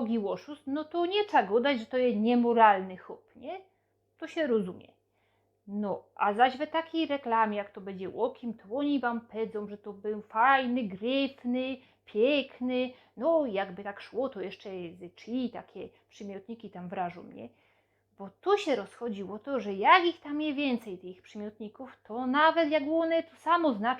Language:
Silesian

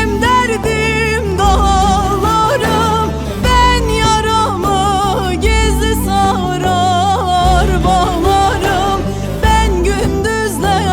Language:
Zaza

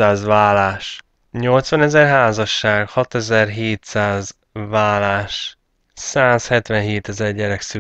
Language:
Hungarian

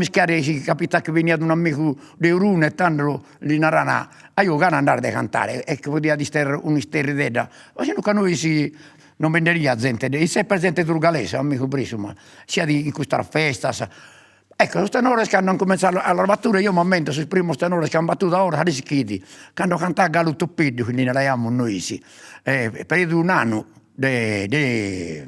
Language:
Sardinian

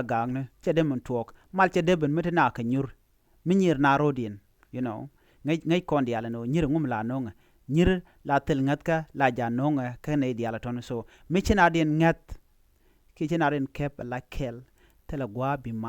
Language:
Nuer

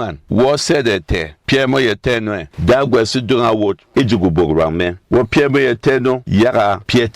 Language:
Berom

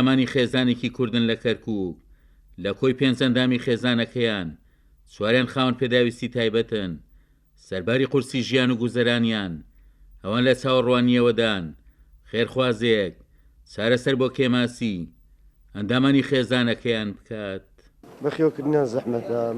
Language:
Central Kurdish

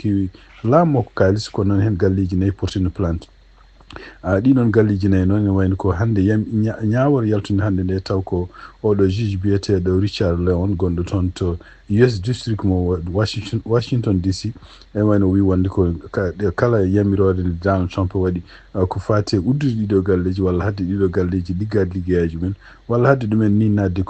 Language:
Fula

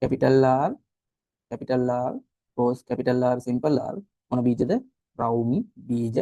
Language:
Sinhala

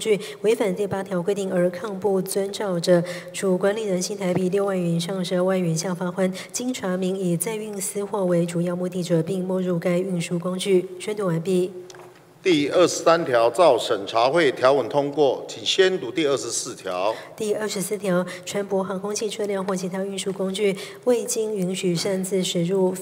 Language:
Chinese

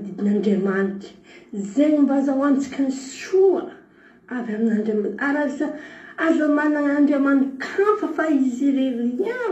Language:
Malagasy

